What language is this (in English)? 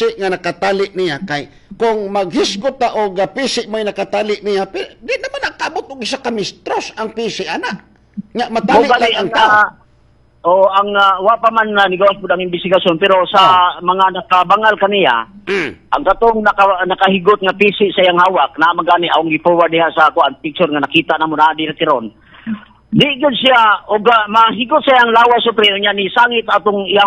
Cebuano